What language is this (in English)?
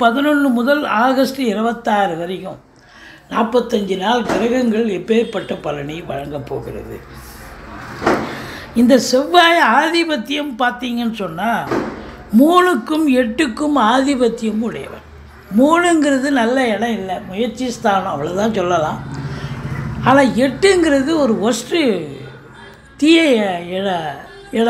Tamil